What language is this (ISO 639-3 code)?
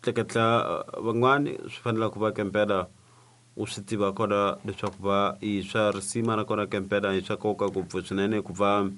tso